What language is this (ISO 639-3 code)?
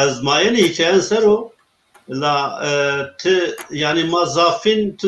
zza